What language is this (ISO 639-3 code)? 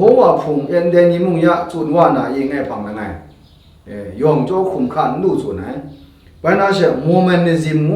kac